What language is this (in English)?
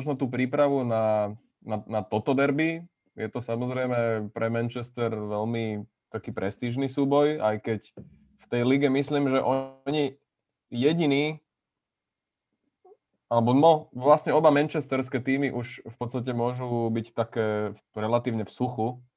Slovak